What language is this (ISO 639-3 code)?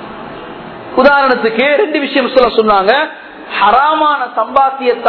tam